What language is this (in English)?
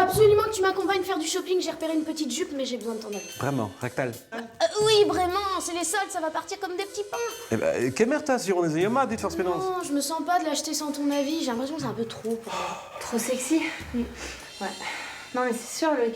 Breton